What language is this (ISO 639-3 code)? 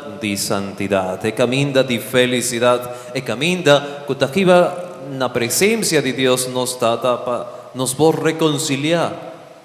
pap